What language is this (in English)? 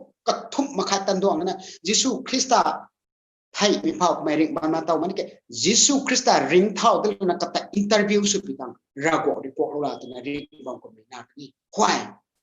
Rongmei Naga